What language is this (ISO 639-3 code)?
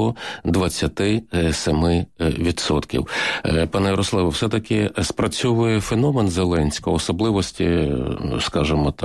ukr